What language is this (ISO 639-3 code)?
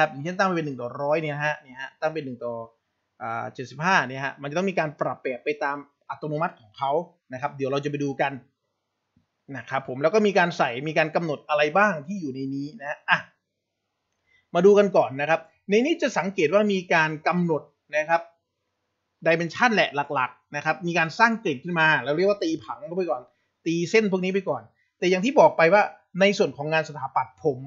tha